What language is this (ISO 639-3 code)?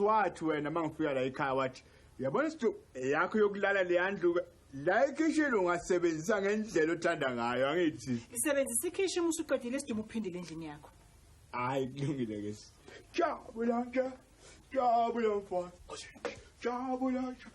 zul